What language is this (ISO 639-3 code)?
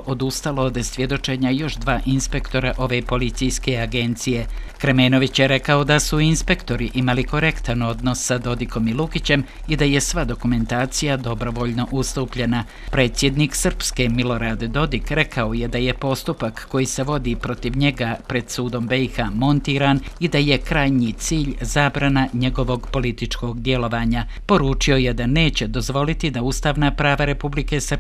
bos